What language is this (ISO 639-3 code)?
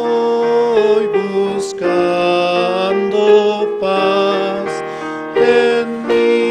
aym